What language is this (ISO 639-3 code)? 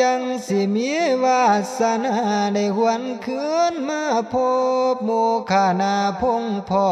tts